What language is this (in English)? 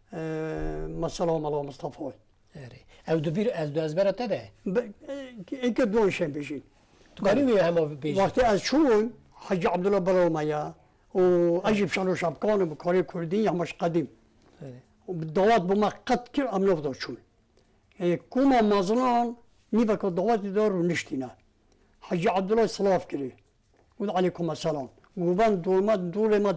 Kurdish